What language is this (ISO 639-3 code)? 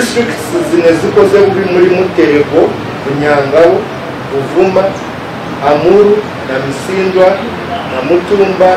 lug